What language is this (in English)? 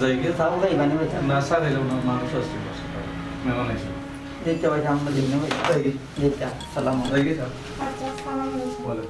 Sylheti